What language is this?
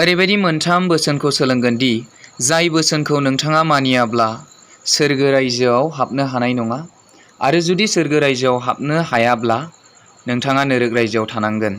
Bodo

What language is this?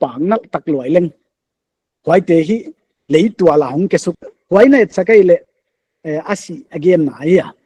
Paite Chin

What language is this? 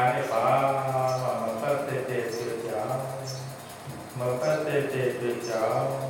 Burmese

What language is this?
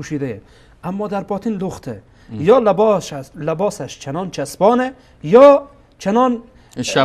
Persian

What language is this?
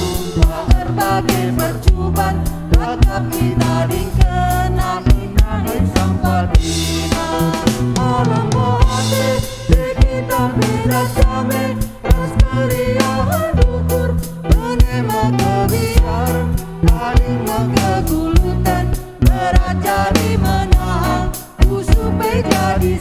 Batak Karo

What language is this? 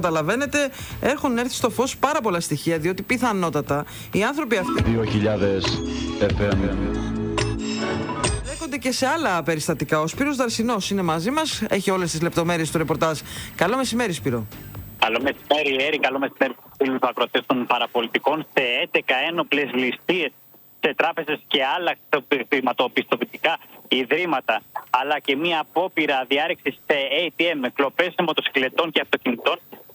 Greek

